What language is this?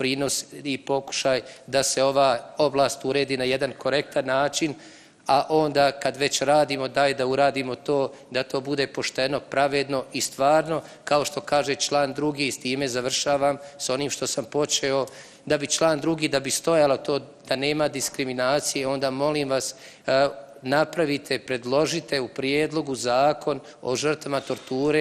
Bosnian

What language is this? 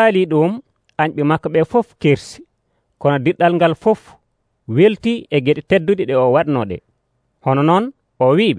Nigerian Fulfulde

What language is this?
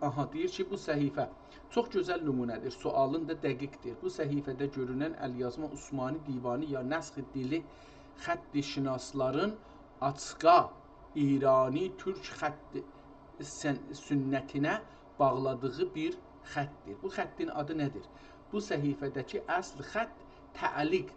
South Azerbaijani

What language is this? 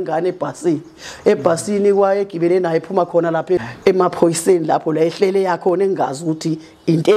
Zulu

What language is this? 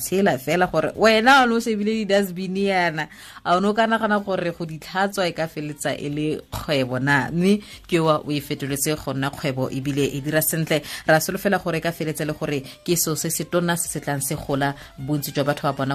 Tswana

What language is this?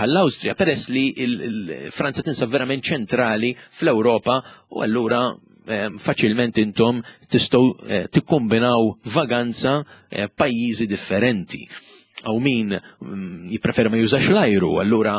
Maltese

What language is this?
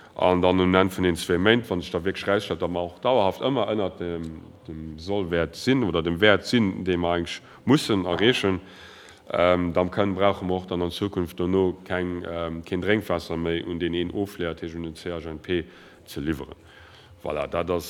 Luxembourgish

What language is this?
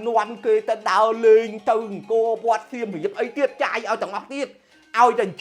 Khmer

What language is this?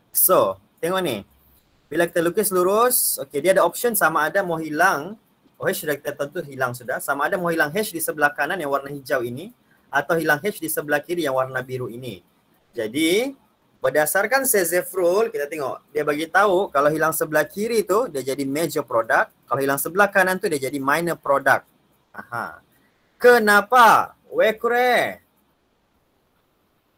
Malay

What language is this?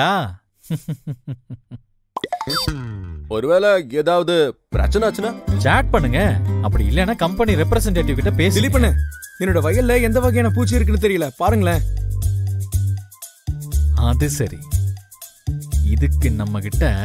Tamil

